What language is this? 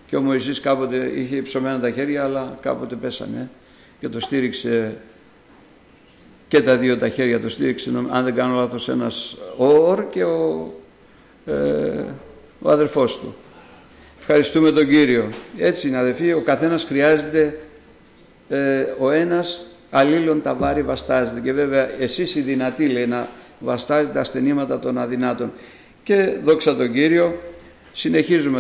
Greek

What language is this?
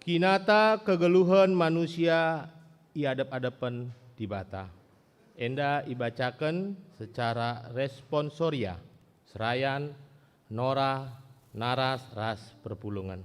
Batak Karo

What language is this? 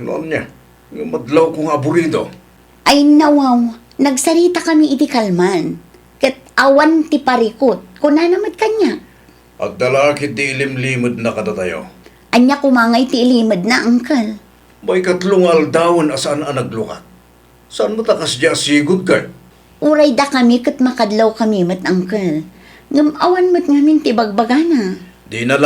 Iloko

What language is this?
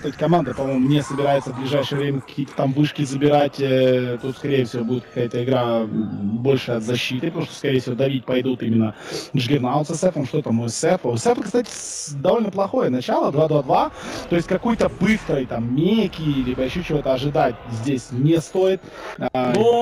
Russian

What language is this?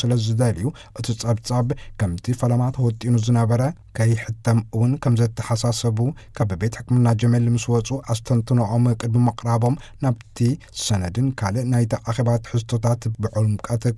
Tigrinya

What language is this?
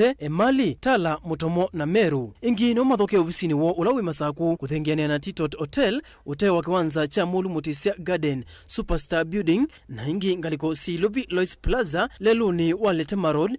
Kamba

